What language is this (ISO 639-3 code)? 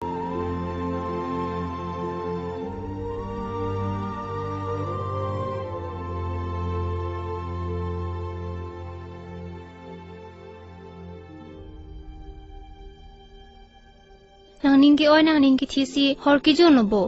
mjw